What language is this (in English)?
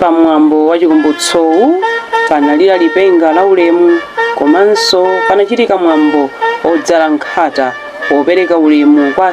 Nyanja